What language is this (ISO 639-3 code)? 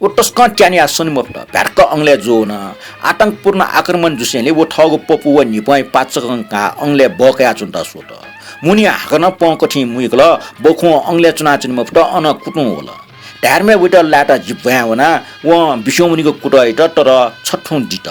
new